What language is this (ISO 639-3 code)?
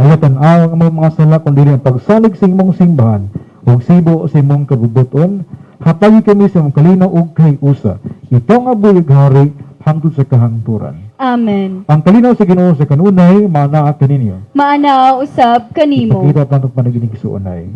ceb